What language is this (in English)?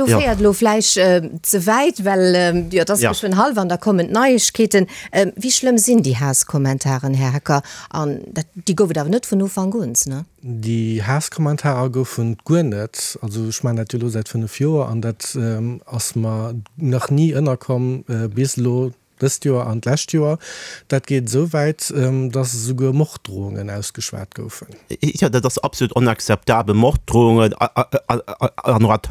Luxembourgish